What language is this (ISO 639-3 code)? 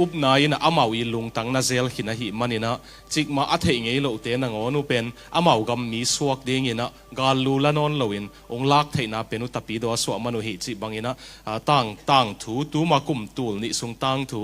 ctd